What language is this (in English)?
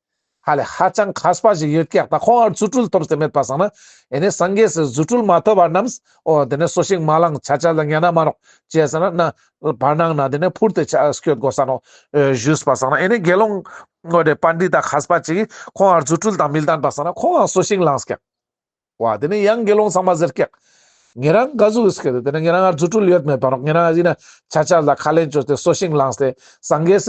Ladakhi